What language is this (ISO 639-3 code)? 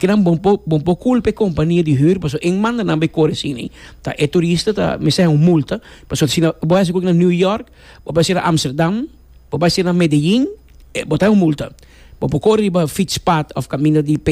pap